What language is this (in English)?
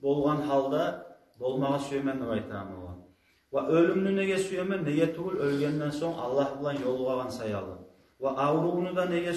Kumyk